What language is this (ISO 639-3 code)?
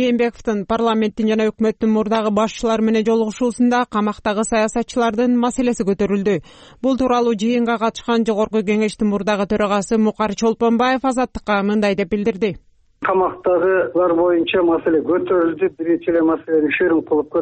kir